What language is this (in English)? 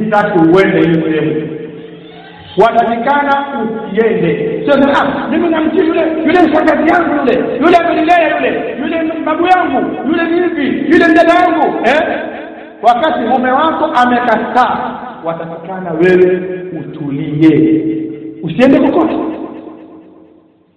Swahili